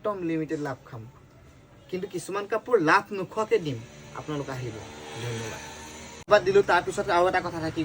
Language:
Assamese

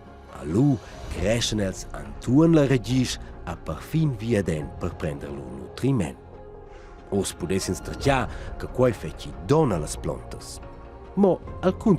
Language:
Romansh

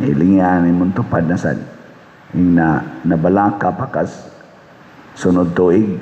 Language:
Cebuano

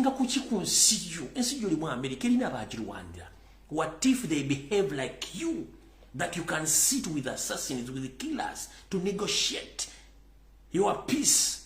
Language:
Ganda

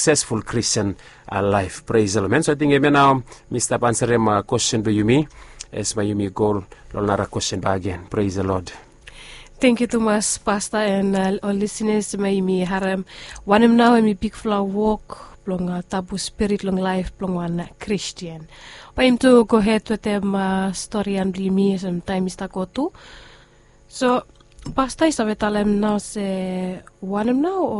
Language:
Bislama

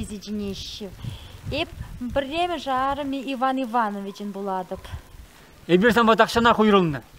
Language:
Chuvash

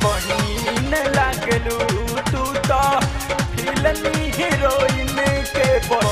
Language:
Bhojpuri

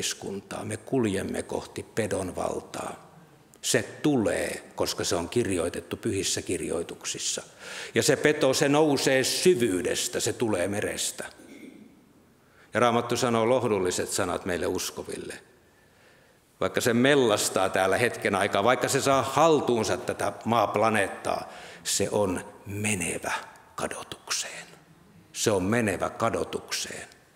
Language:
Finnish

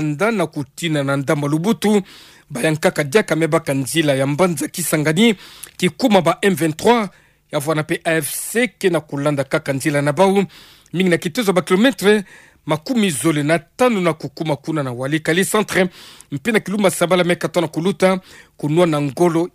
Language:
Kituba (Democratic Republic of Congo)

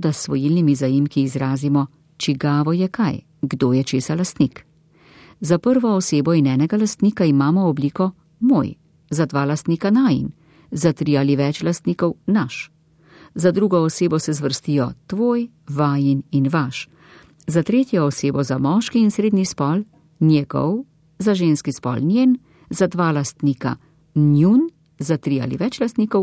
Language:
Slovenian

